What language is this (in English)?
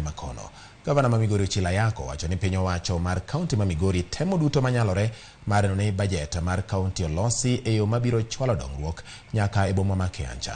Luo (Kenya and Tanzania)